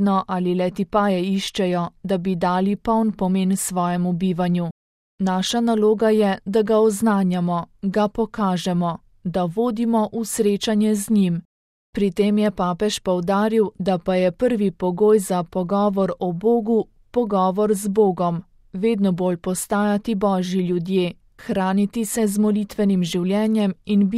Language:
Slovenian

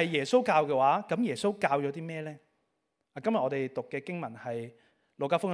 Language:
Cantonese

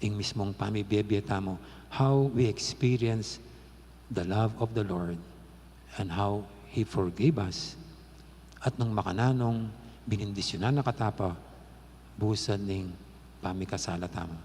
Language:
Pampanga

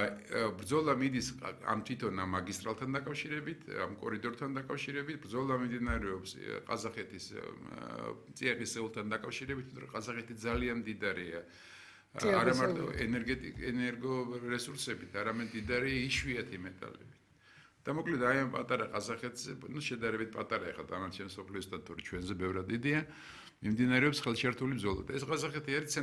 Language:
Georgian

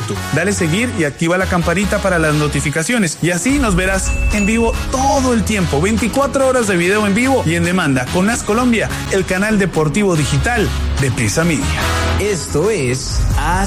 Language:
Spanish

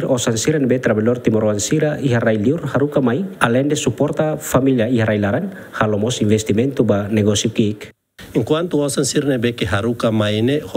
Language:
Tetum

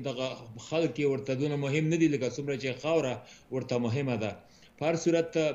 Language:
Pashto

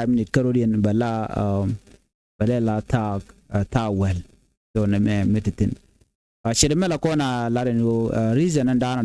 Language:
Nuer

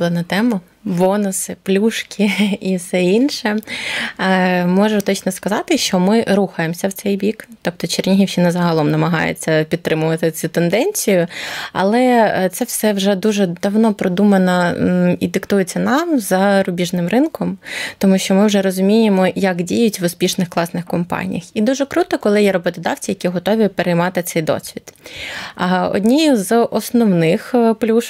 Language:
Ukrainian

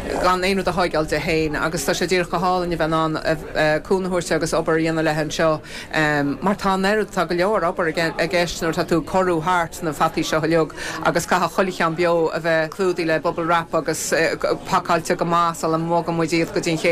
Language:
Irish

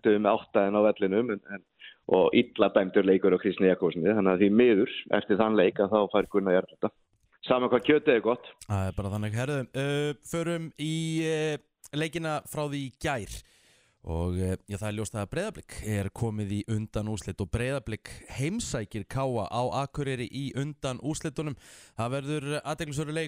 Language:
Icelandic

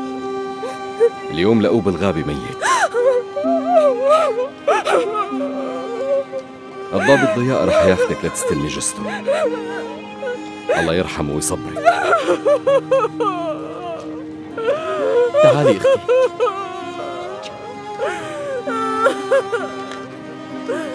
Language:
North Levantine Arabic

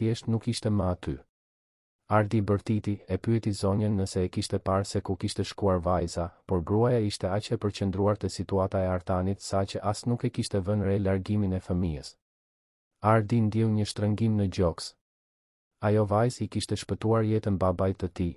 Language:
Albanian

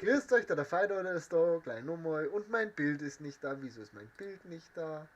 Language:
Bavarian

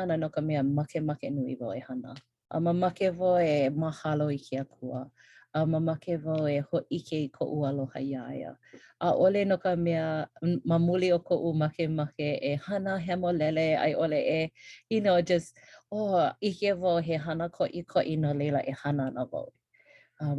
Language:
Hawaiian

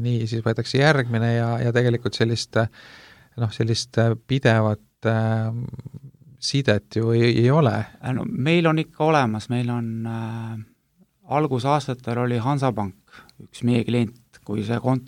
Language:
Estonian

